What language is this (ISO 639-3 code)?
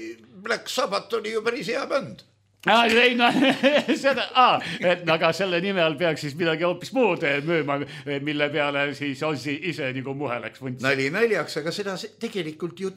est